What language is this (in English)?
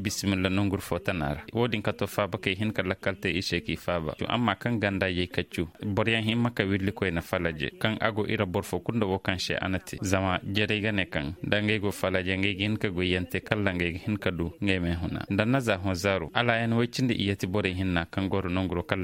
Koyraboro Senni